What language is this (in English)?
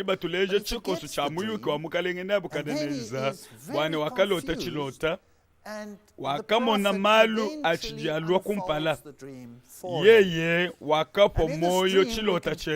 Luba-Lulua